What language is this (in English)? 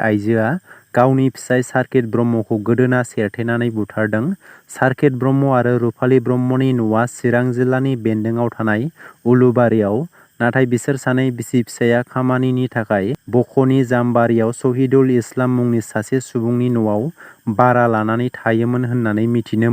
Bodo